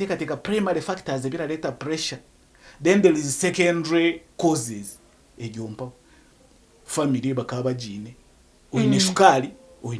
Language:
Nyankole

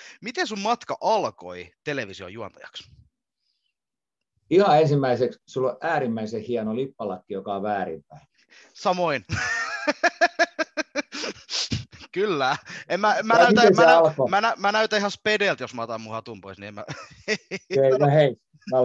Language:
Finnish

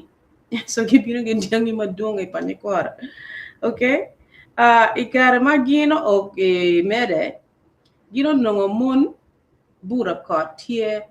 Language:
Acoli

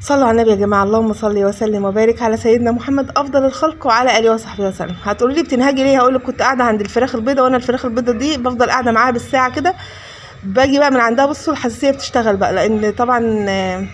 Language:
Egyptian Arabic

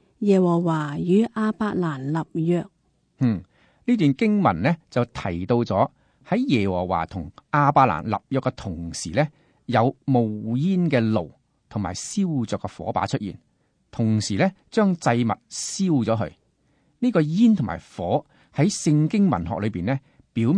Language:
Cantonese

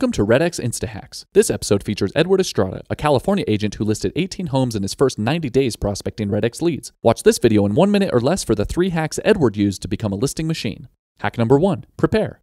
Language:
English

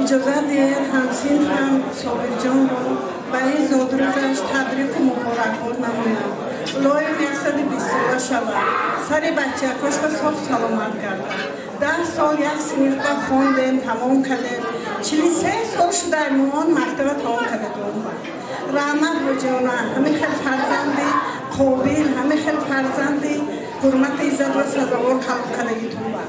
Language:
Tajik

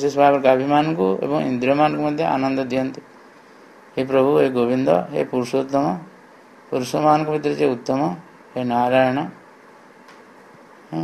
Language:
Odia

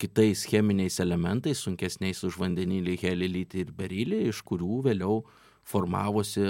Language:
Lithuanian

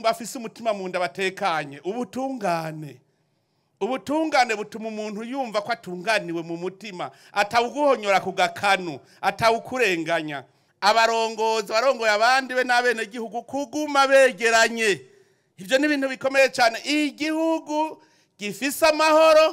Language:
Rundi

